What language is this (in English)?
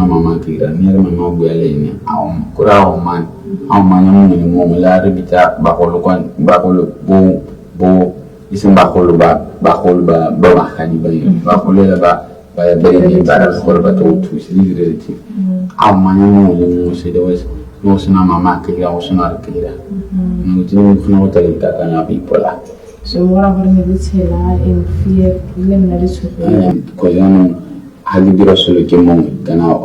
Tswana